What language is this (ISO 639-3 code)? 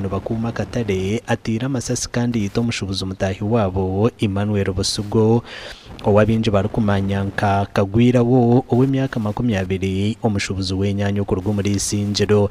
nyn